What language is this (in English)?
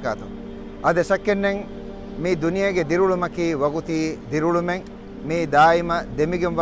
Divehi